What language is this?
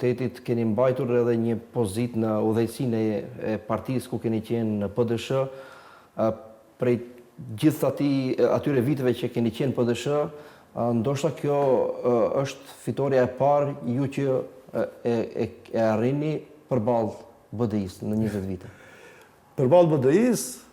Albanian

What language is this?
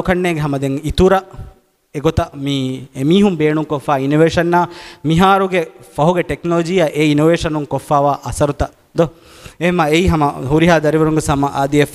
Divehi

